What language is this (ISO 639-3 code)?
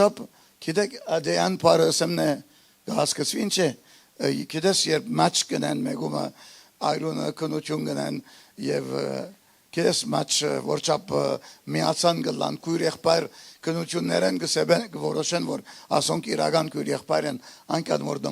hyw